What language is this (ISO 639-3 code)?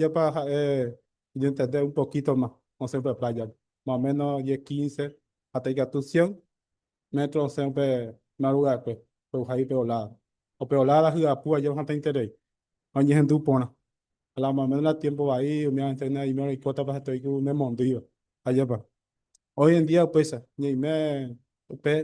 grn